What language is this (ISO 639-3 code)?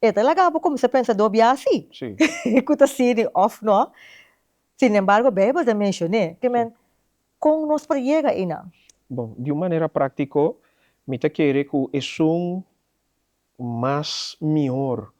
pap